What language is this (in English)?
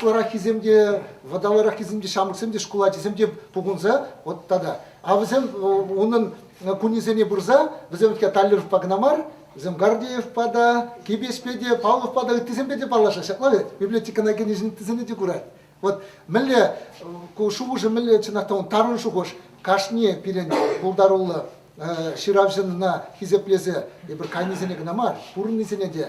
Chuvash